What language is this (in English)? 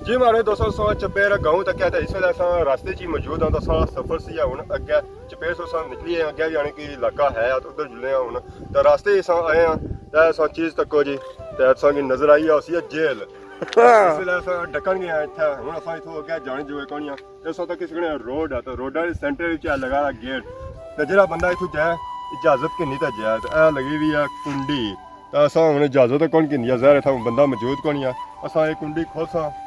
Pahari-Potwari